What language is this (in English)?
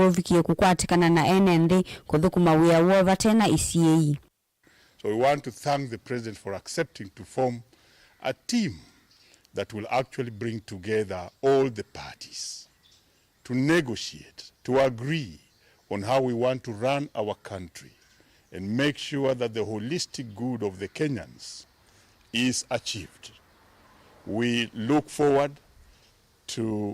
Kamba